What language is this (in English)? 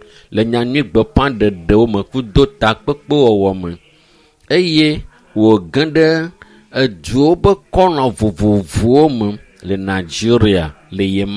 Ewe